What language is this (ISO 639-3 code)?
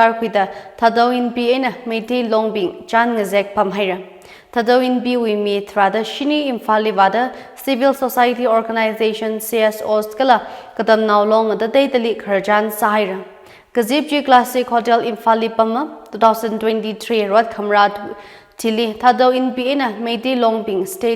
nmf